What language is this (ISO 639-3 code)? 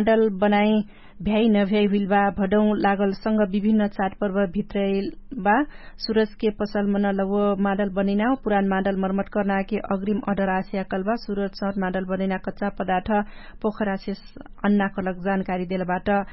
thl